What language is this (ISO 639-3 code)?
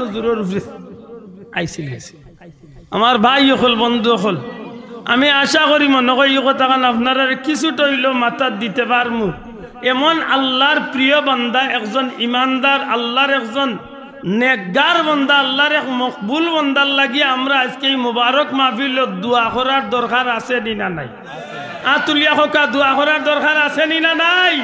syl